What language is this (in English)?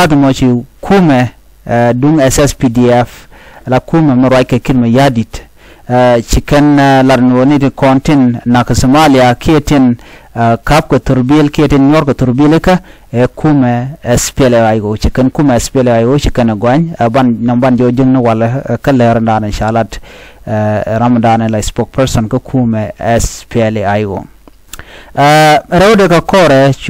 Nuer